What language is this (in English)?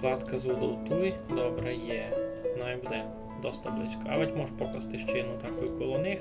Rusyn